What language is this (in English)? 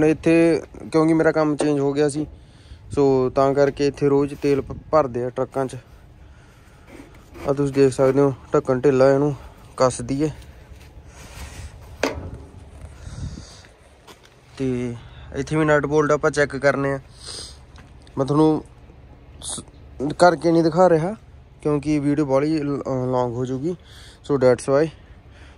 Punjabi